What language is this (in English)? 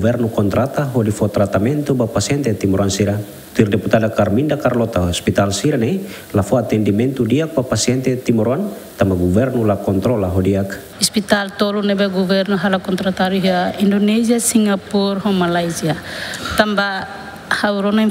Tetum